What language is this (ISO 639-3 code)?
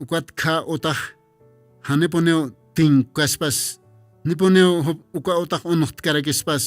aym